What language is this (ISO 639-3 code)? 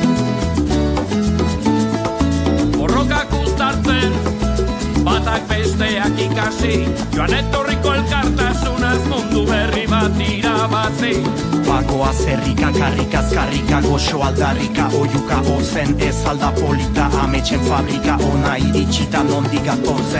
eus